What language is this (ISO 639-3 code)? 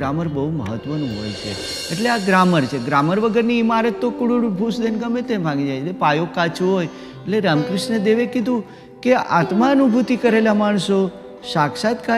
guj